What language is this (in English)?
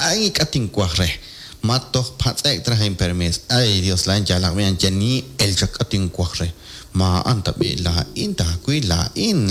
Kekchí